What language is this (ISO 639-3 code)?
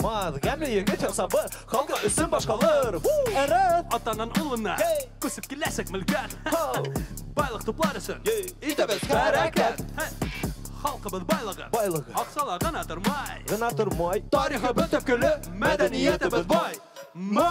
bak